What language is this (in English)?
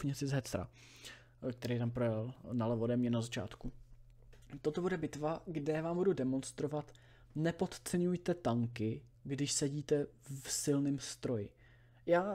Czech